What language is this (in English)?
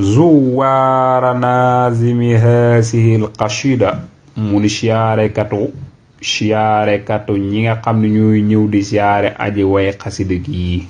Wolof